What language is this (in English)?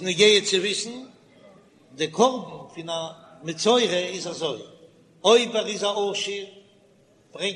Yiddish